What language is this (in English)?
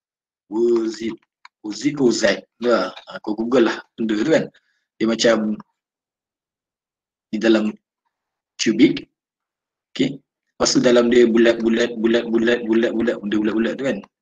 Malay